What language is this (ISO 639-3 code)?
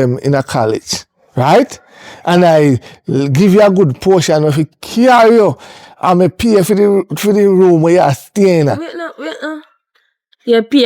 jam